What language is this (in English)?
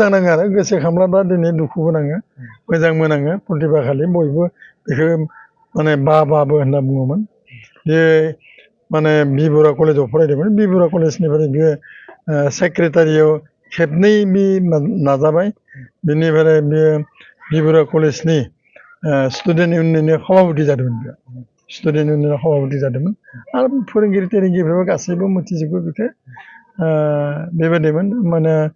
Bodo